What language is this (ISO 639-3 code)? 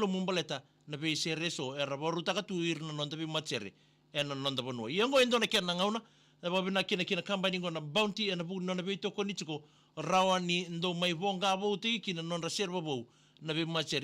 fij